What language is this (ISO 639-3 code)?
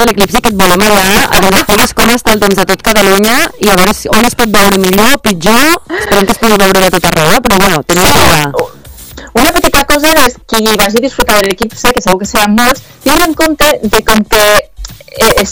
cat